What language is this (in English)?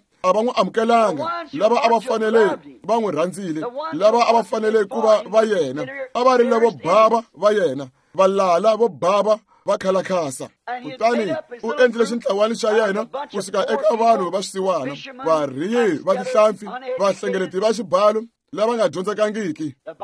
Tsonga